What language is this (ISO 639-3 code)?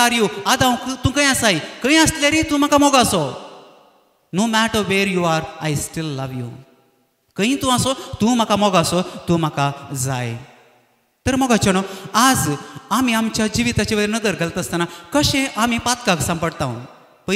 kok